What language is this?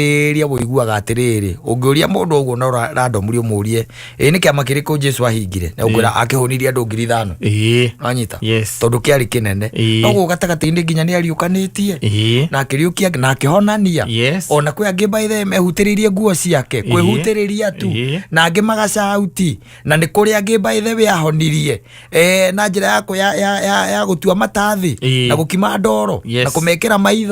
Kikuyu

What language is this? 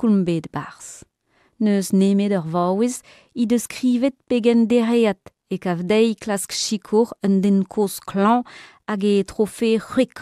Breton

